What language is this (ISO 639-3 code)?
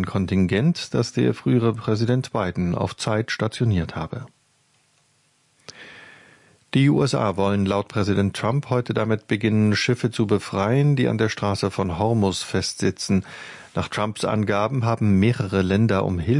deu